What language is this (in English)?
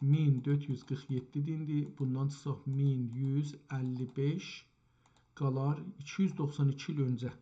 South Azerbaijani